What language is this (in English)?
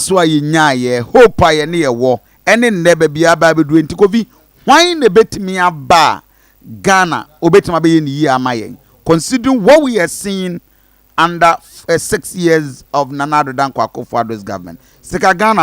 Akan